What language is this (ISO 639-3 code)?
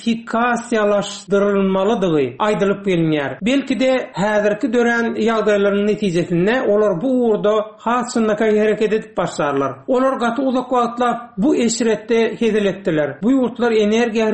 tuk